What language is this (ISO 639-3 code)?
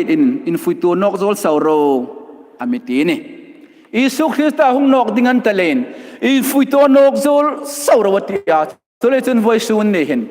hmr